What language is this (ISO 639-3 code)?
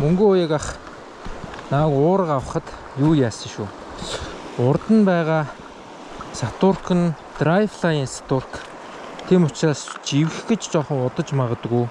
mon